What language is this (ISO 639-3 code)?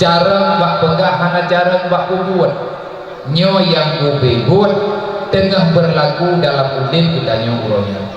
ace